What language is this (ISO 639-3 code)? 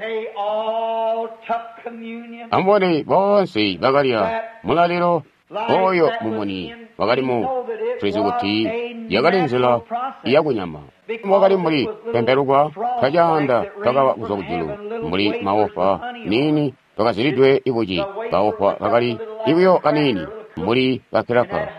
toi